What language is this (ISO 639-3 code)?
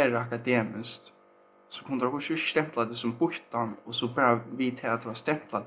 fao